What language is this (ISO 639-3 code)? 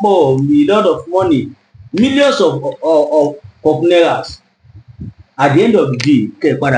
yor